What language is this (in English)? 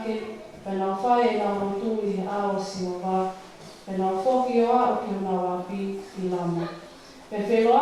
Tongan